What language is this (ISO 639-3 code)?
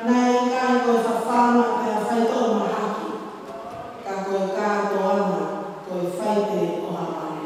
ton